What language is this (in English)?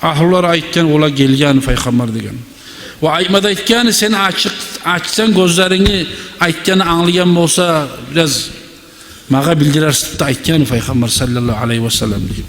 Kumyk